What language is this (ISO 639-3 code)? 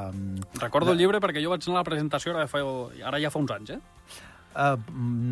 cat